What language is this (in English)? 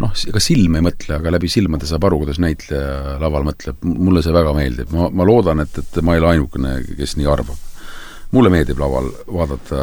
Estonian